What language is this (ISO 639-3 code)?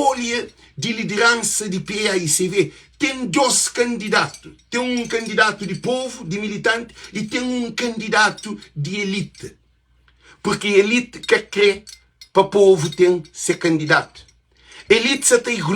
kea